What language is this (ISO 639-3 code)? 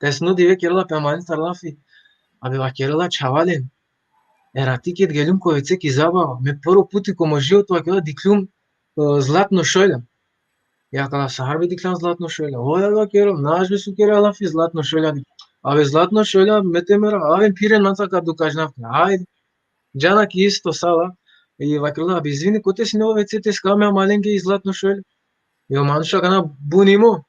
rmn